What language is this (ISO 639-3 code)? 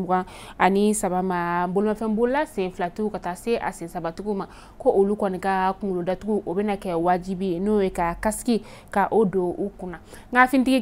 bam